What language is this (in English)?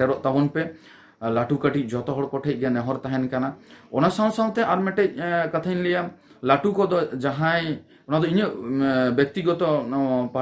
Santali